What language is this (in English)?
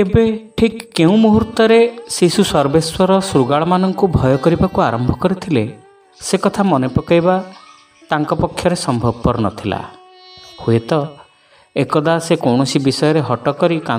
Odia